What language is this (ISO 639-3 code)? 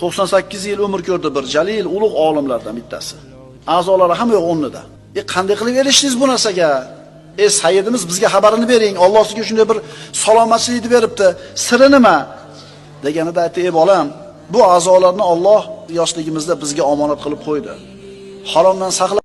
uzb